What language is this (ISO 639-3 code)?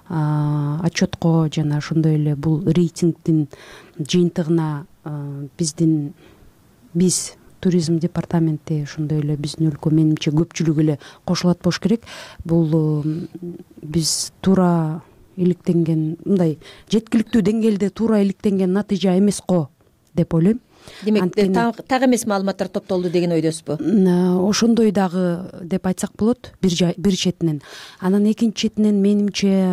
kir